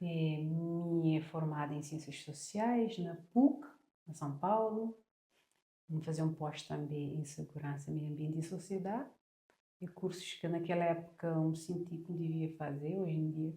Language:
Kabuverdianu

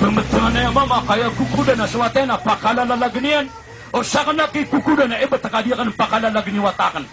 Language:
Maranao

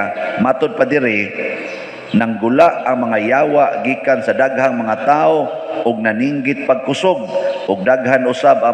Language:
Cebuano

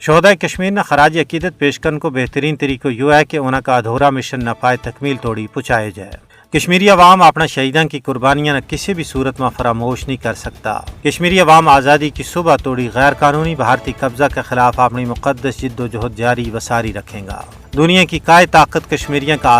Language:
Gujari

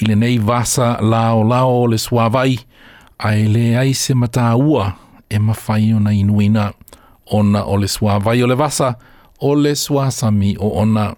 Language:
Samoan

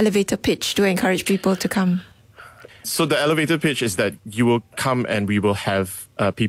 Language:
English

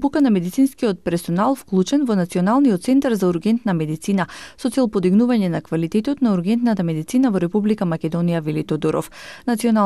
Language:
Macedonian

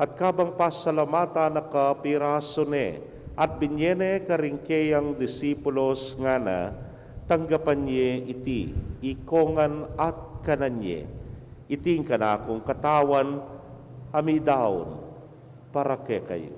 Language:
Pampanga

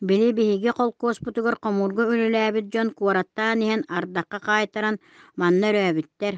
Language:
Yakut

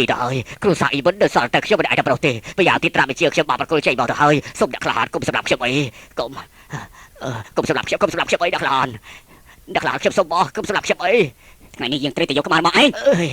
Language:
Khmer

